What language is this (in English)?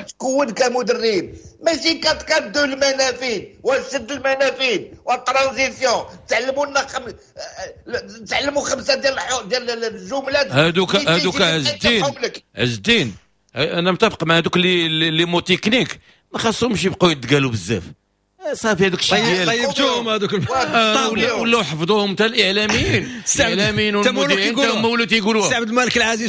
Moroccan Arabic